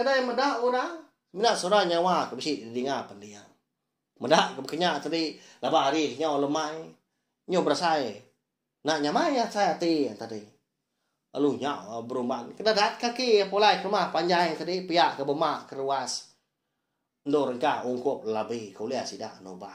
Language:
Iban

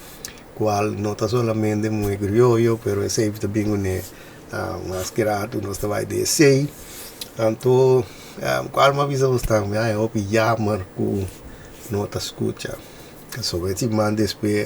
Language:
Papiamento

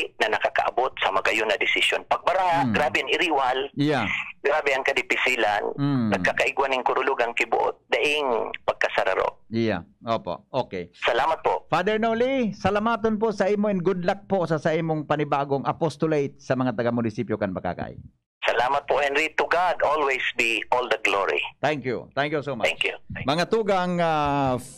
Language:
Bikol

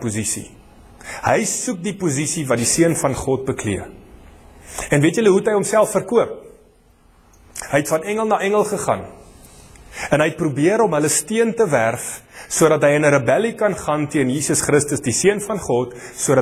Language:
Afrikaans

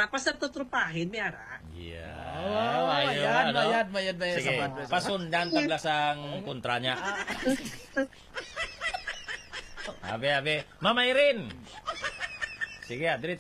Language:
Filipino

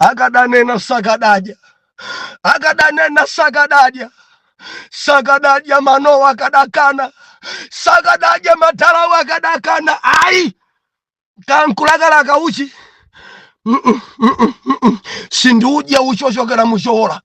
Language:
Nyanja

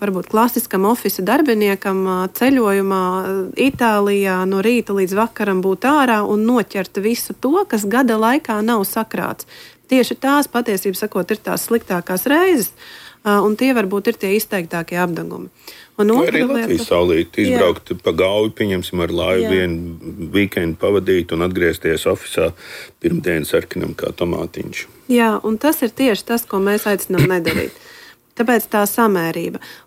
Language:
Latvian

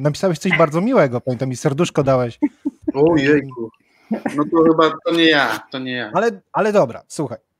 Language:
Polish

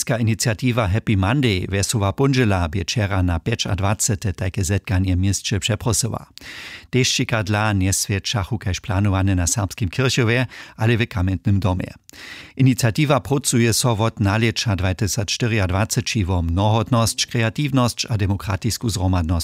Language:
Upper Sorbian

